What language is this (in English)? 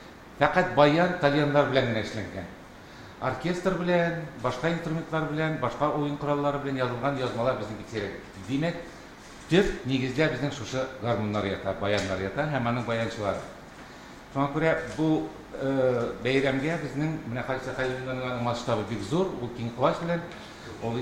Tatar